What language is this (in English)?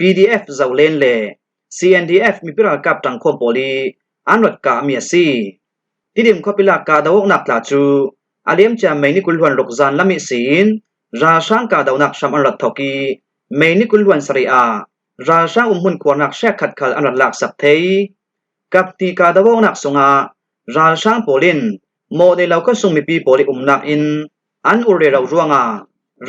Falam Chin